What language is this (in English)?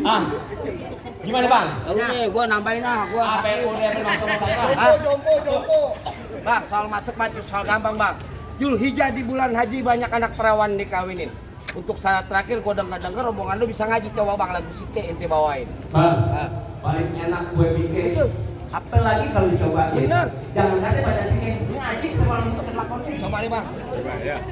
Betawi